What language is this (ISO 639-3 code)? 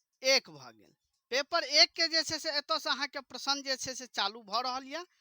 mai